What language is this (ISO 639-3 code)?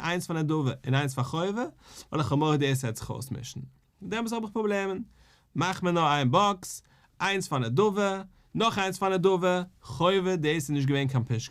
yid